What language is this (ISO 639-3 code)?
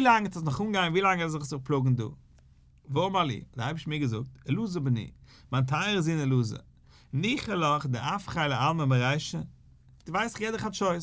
yid